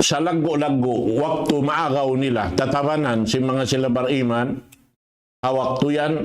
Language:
Tausug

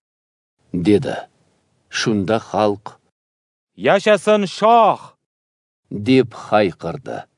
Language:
Uzbek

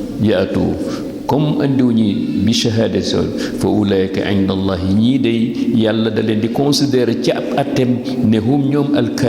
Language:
Wolof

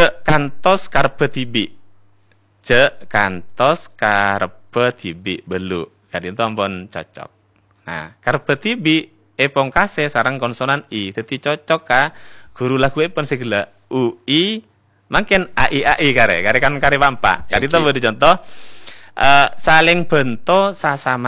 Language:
Madurese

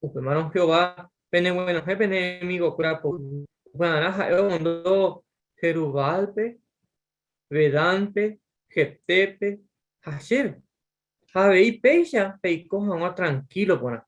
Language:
Guarani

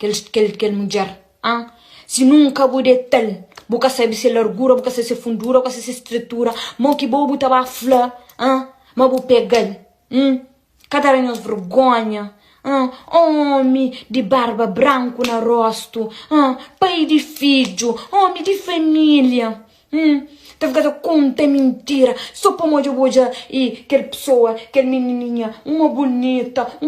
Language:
Kabuverdianu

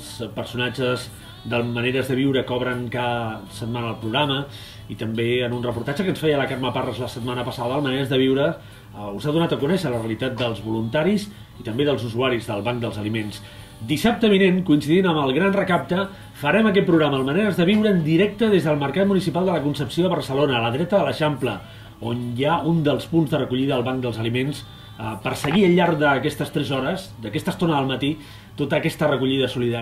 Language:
Catalan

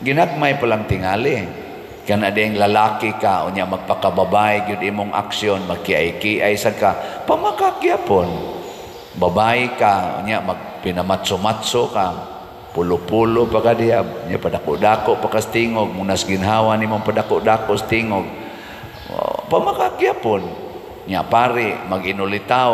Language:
Cebuano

